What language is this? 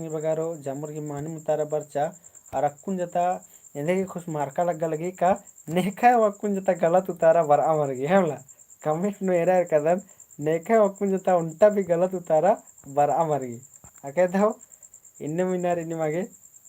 Kurukh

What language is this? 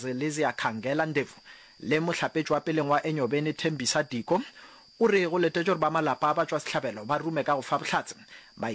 Northern Sotho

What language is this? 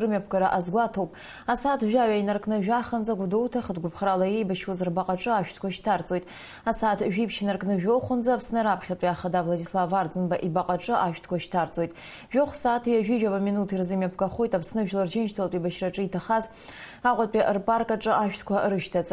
Abkhazian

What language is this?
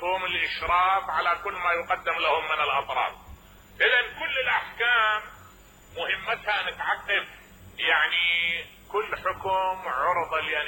Mesopotamian Arabic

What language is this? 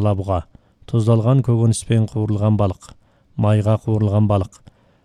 Kazakh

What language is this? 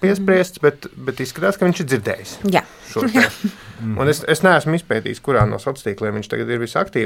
Latvian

